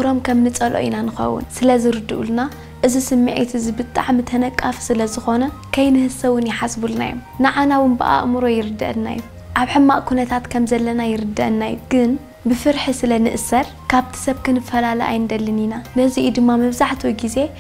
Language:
Tigrinya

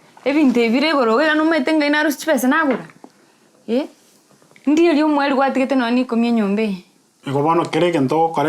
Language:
Gusii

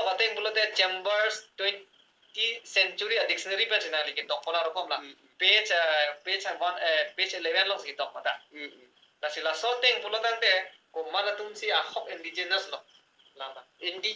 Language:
Karbi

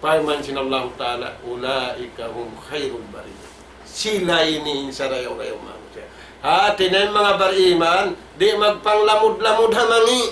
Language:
Tausug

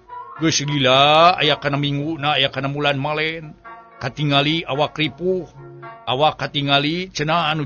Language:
Sundanese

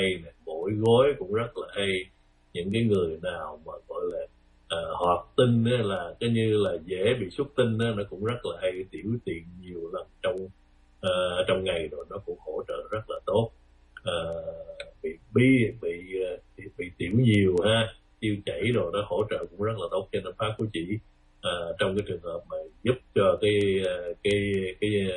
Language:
Vietnamese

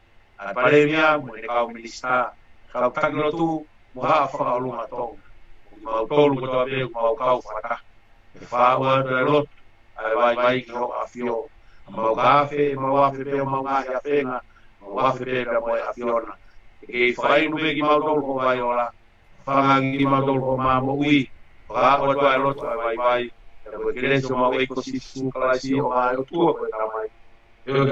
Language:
Tongan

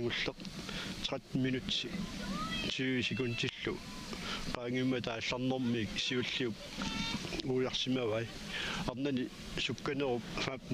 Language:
Kalaallisut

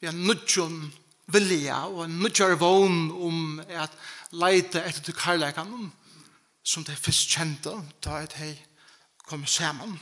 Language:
Faroese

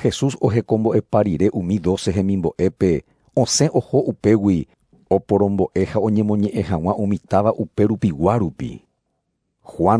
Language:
Guarani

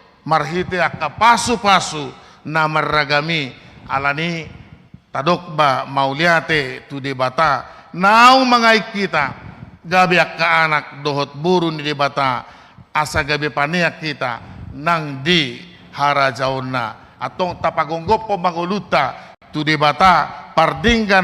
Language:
Batak Toba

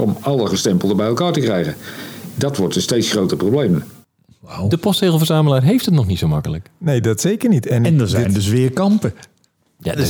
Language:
Dutch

